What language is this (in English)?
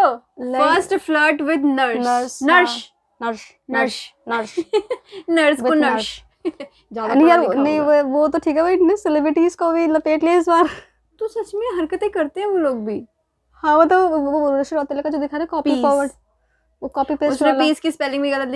Hindi